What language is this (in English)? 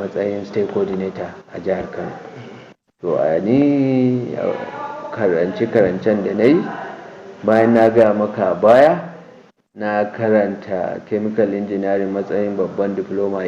Hausa